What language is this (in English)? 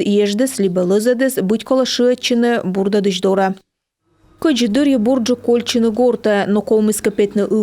Komi